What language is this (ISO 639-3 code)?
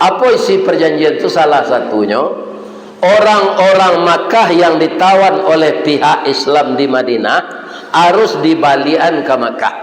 min